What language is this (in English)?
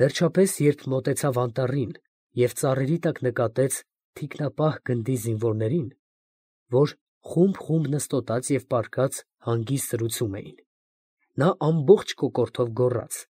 Armenian